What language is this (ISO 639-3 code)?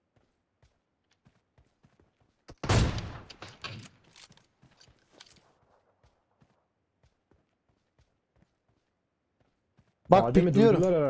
tur